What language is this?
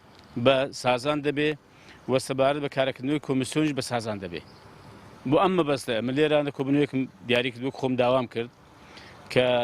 Central Kurdish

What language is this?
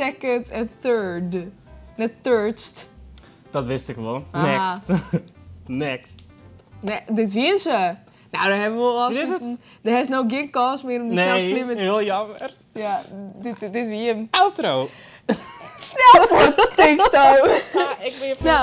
Western Frisian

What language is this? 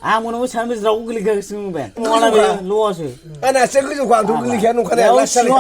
Bodo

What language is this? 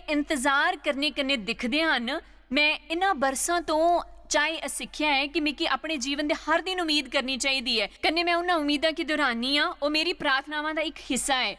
Dogri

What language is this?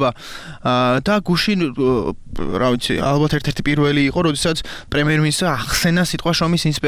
Georgian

